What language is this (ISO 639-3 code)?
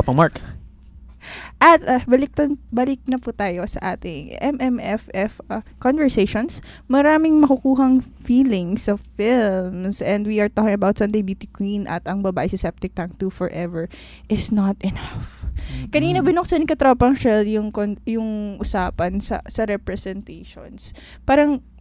fil